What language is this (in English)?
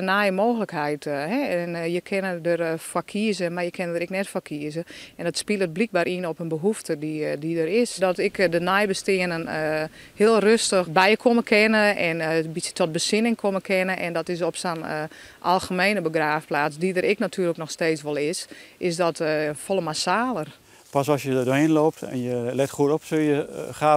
Western Frisian